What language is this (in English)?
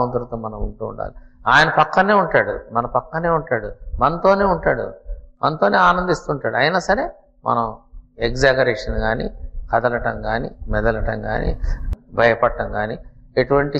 Telugu